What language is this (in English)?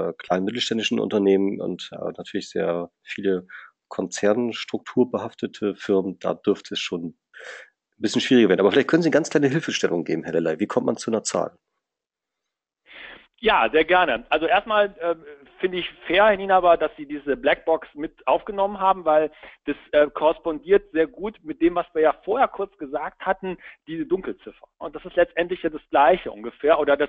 German